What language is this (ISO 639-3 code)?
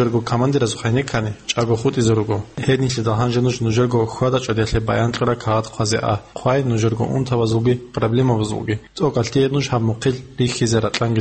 ava